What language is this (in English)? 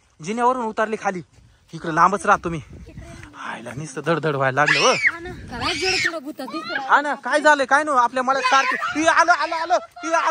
Marathi